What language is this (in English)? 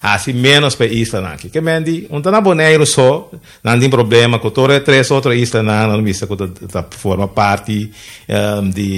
Papiamento